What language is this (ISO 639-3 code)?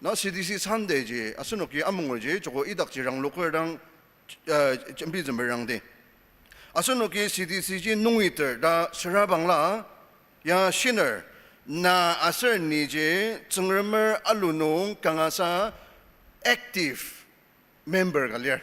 njo